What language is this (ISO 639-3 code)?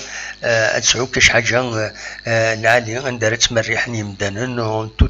kab